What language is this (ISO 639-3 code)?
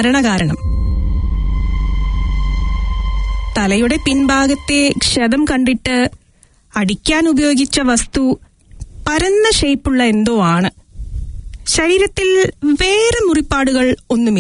mal